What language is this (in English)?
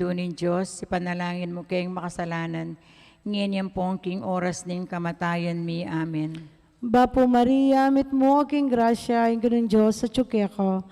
Pampanga